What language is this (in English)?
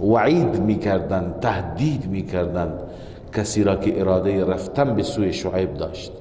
Persian